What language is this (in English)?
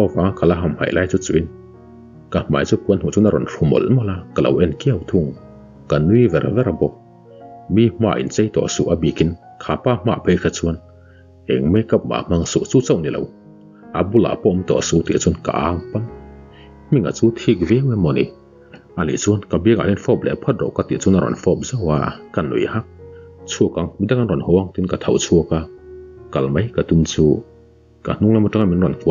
Mizo